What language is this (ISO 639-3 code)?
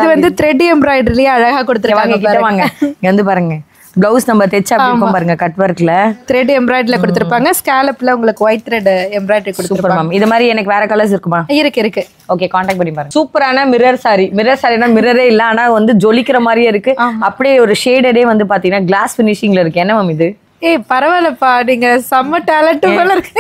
tam